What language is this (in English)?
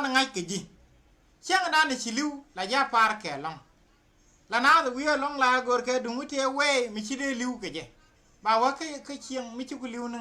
Nuer